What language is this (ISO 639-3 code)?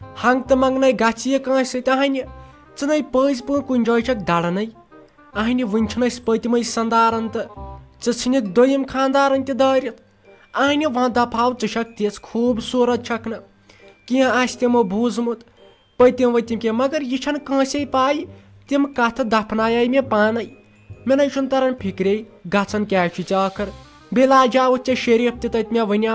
kas